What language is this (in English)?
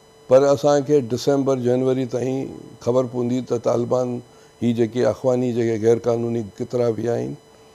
Sindhi